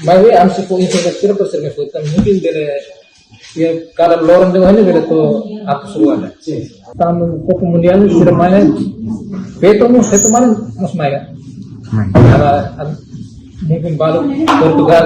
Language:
Tetum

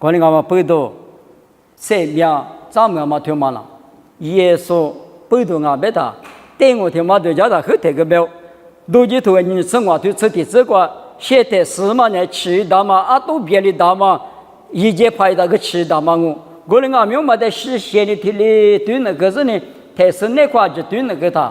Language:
Lisu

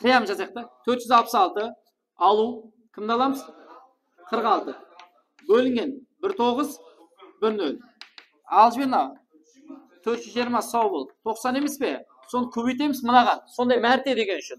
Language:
Kara-Kalpak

